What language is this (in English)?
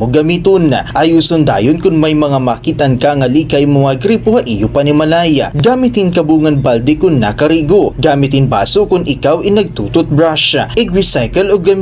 Waray